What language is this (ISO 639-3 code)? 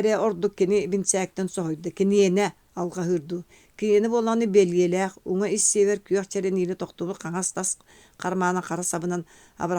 sah